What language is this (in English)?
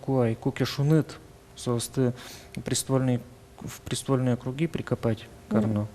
Udmurt